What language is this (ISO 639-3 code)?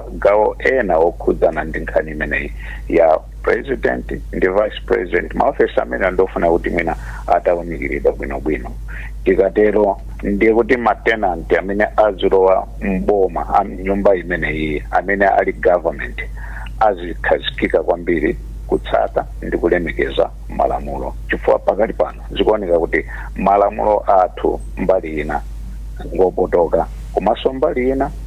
nya